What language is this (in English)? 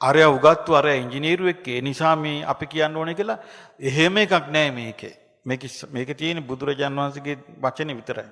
Sinhala